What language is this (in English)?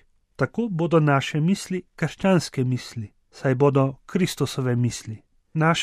Slovenian